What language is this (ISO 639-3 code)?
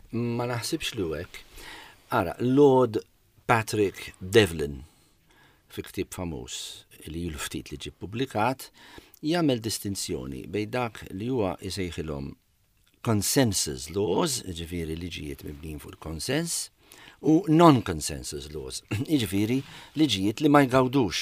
mlt